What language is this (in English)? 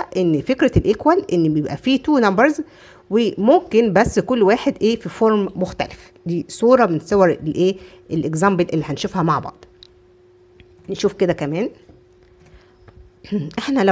Egyptian Arabic